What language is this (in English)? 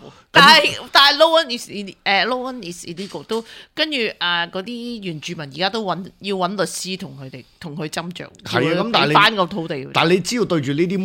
Cantonese